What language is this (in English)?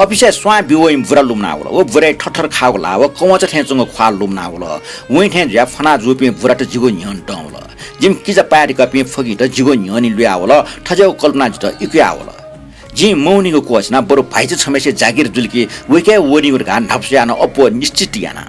Newari